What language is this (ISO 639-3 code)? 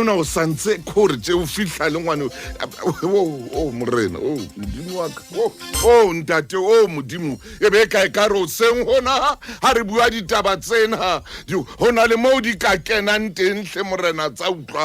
sot